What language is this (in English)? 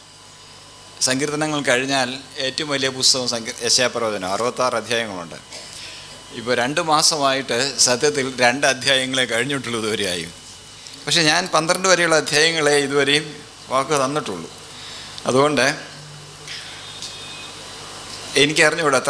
Malayalam